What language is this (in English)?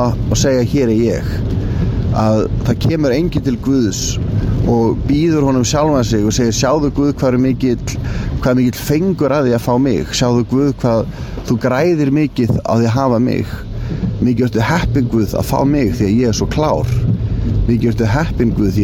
Icelandic